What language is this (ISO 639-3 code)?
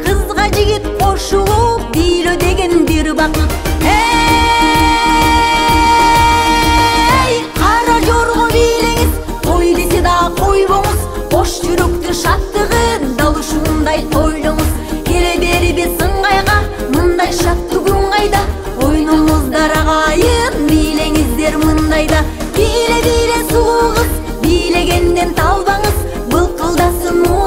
kir